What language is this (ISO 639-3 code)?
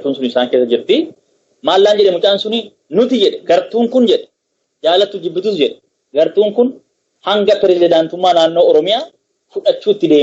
orm